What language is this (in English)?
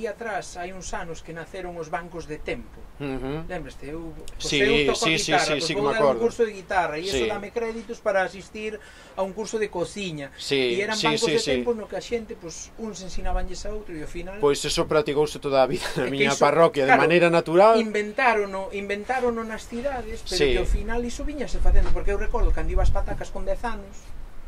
Galician